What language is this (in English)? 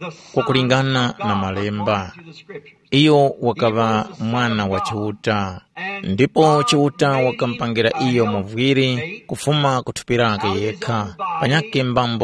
Tumbuka